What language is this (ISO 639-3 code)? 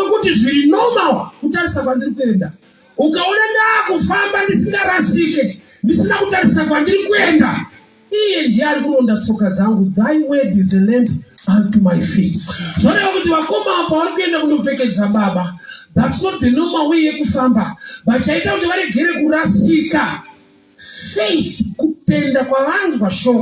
sna